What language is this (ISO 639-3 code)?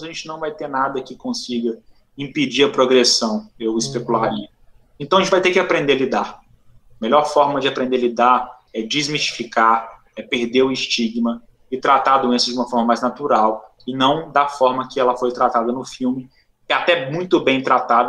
por